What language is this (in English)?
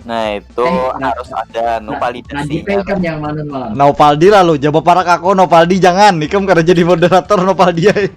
Banjar